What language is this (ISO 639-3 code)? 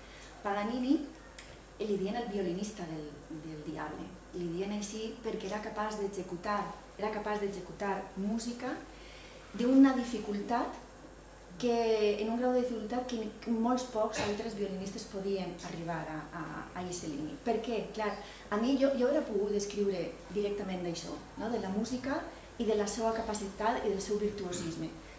cat